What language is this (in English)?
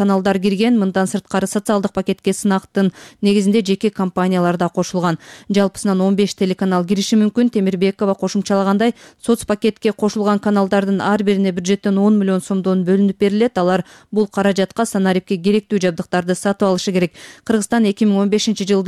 Kyrgyz